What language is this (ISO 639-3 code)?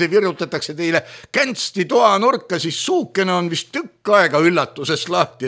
est